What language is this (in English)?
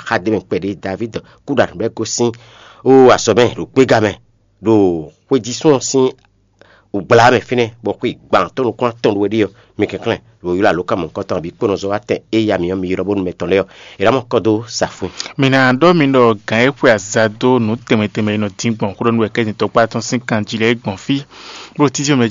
Fon